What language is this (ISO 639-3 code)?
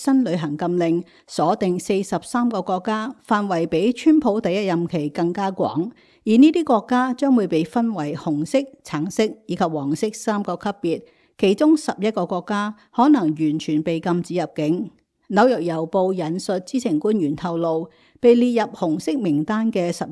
yue